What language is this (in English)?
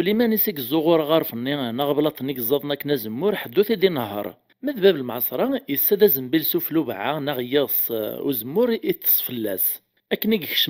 Kabyle